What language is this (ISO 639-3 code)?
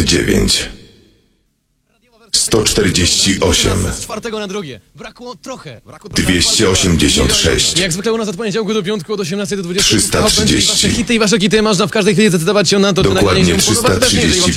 pol